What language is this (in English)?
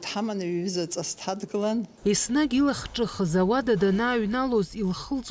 Abkhazian